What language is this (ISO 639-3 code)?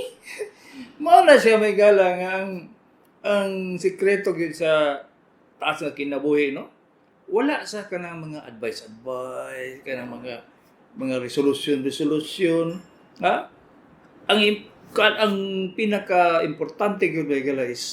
ceb